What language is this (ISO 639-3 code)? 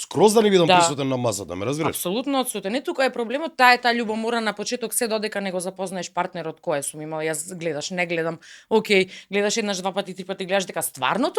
mkd